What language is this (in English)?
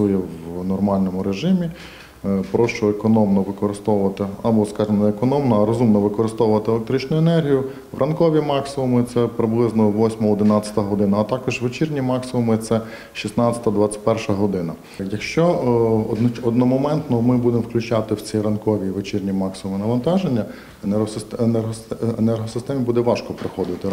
Ukrainian